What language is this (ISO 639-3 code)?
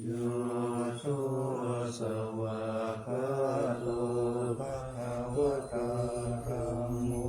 pli